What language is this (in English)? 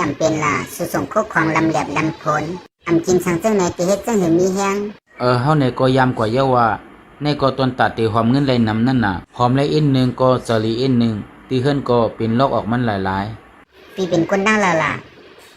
Shan